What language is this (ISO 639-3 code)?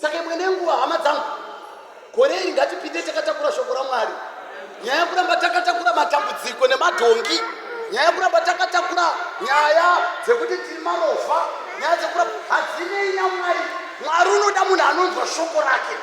sna